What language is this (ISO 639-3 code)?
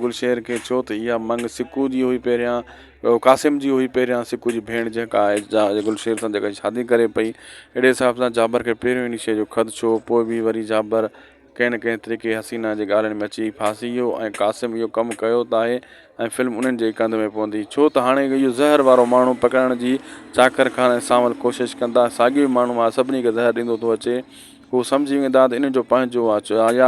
snd